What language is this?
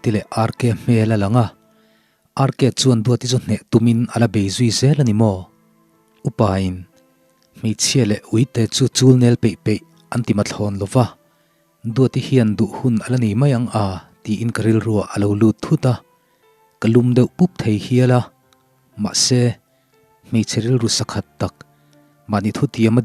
Mizo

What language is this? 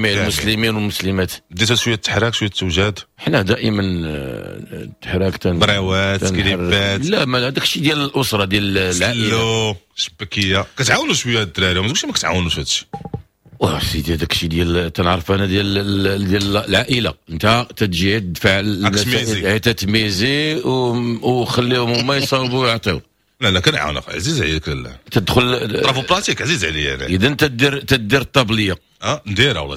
Moroccan Arabic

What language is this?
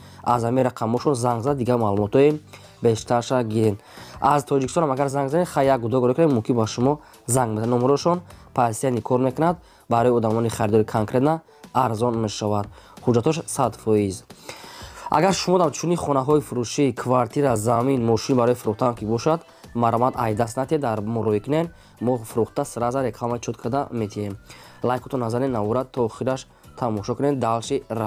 Tajik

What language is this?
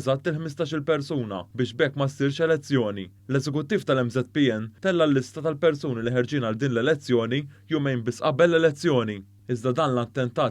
Maltese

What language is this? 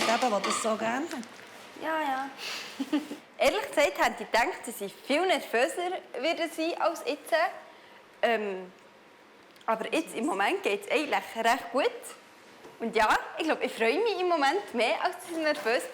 Swiss German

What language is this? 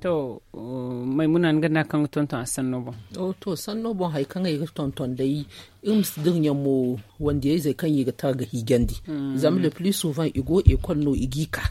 Zarma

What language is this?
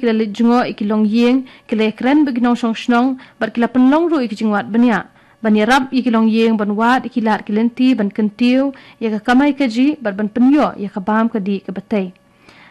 Khasi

